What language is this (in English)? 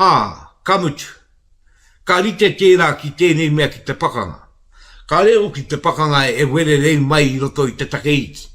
Māori